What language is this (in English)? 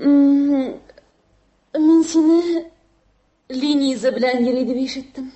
Tatar